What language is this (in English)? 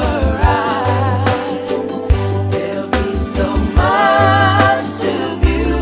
Samoan